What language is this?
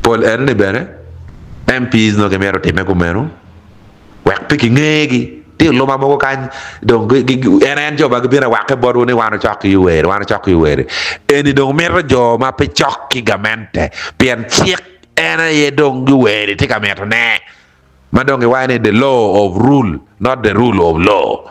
Acoli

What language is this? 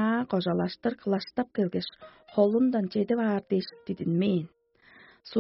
Tuvinian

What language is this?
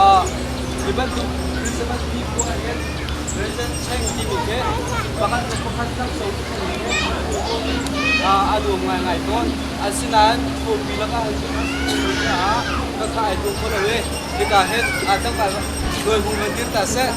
Hakha Chin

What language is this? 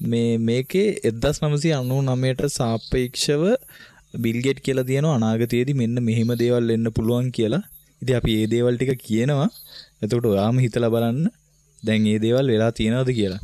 Sinhala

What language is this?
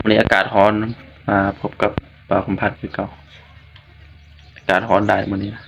Lao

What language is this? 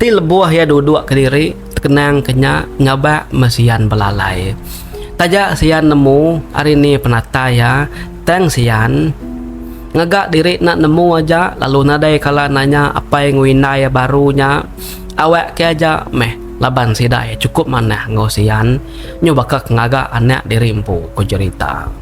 Iban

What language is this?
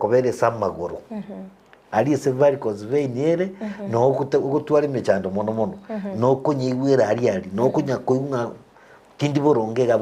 Gusii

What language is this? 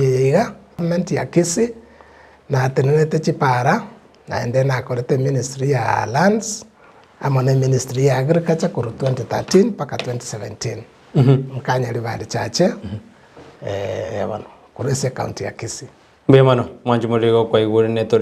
Gusii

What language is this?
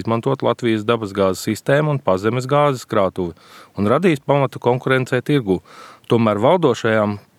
Latvian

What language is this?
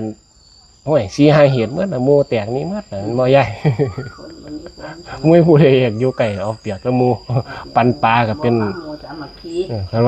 Northeastern Thai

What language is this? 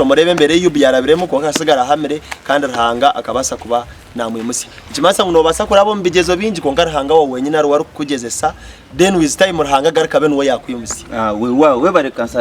Nyankole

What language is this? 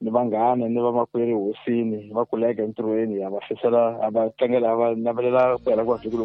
Tsonga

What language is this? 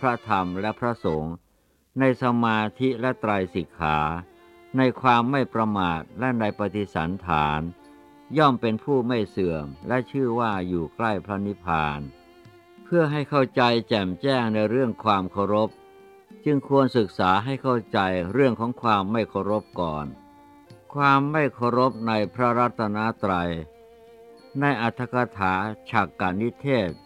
Thai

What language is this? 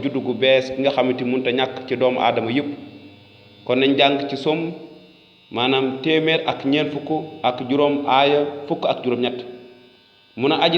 Wolof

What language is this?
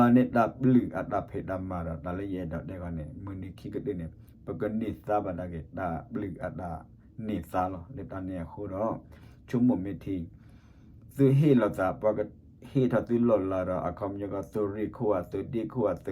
S'gaw Karen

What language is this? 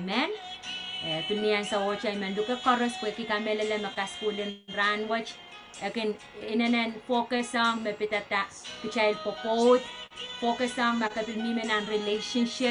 Pohnpeian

